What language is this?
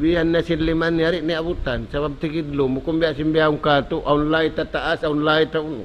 Tausug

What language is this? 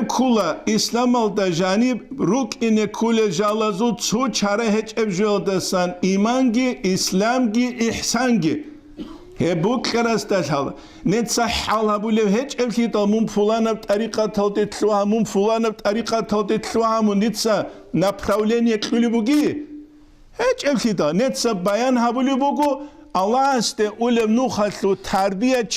Avaric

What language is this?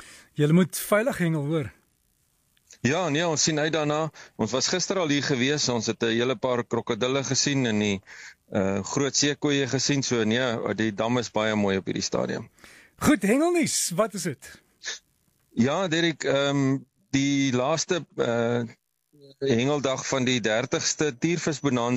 Afrikaans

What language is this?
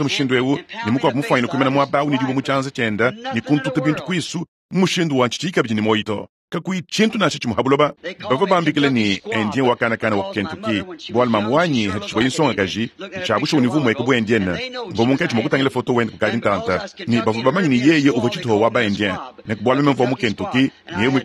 Luba-Lulua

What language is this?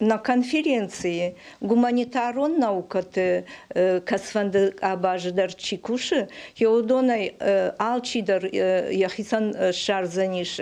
Ossetic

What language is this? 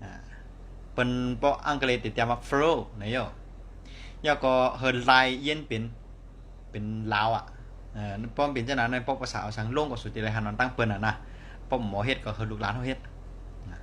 Shan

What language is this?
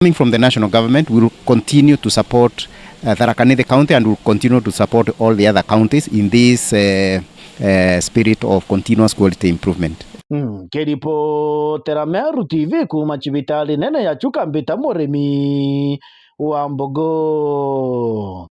Meru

